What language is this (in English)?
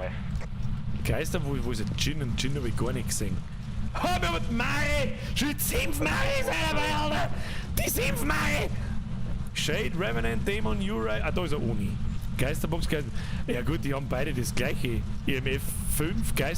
Bavarian